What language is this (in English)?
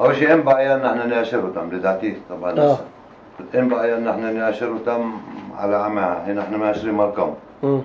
North Levantine Arabic